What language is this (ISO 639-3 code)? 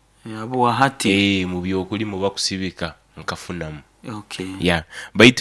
nyo